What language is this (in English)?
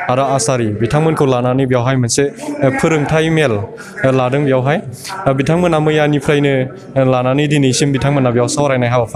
Bodo